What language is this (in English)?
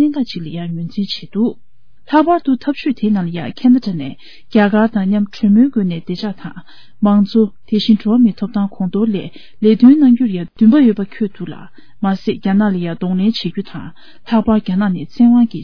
Tibetan